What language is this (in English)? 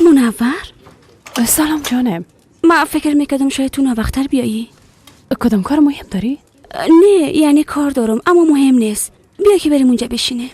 Persian